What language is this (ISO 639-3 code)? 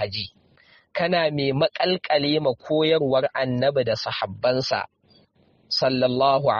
hau